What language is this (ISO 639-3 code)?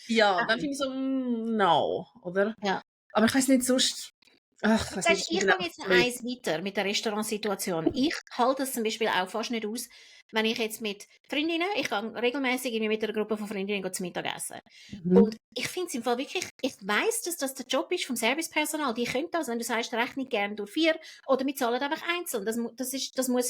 gsw